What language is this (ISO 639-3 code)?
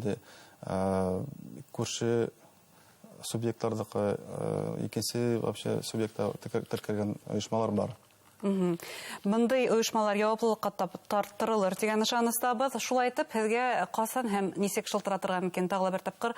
bak